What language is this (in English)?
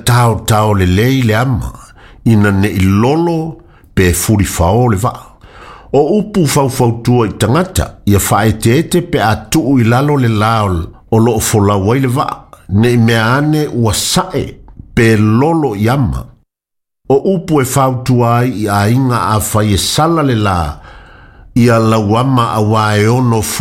Samoan